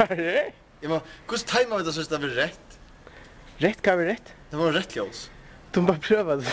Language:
Faroese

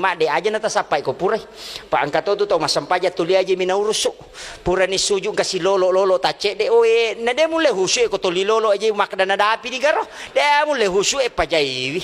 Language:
Buginese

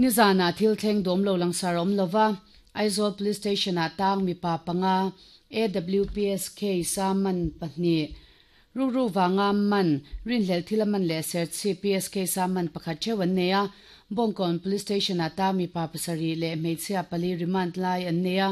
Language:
Mizo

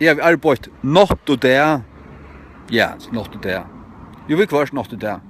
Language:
Faroese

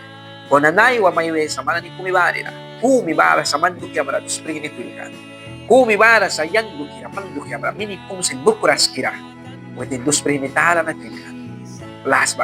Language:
Mískito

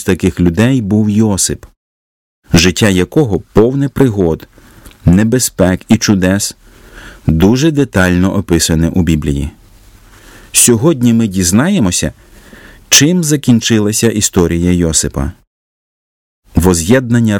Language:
Ukrainian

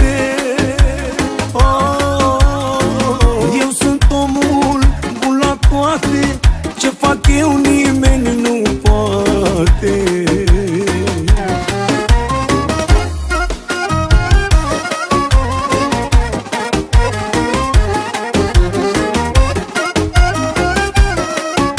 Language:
Romanian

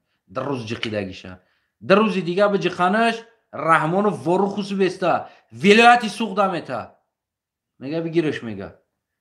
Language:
Tajik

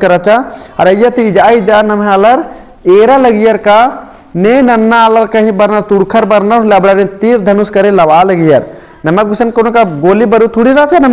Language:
Kurukh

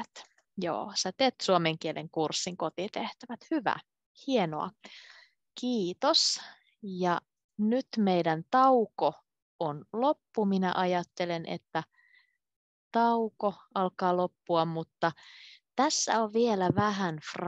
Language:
Finnish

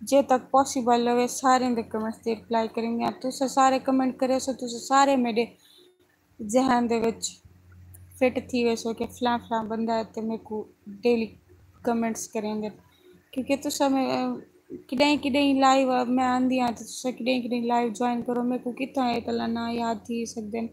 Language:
Saraiki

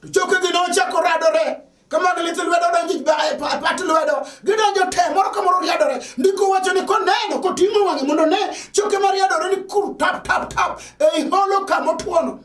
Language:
Luo (Kenya and Tanzania)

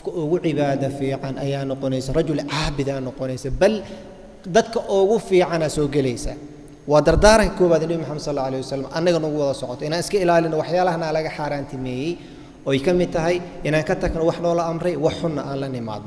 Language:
Somali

